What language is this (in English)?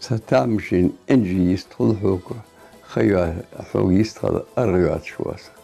Ingush